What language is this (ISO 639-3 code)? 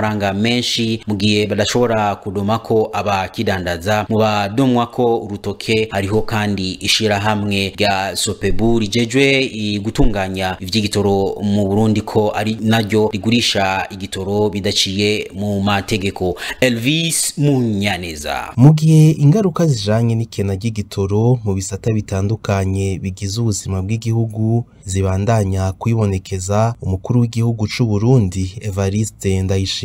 run